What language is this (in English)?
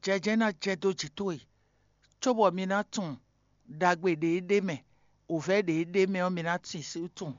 Fon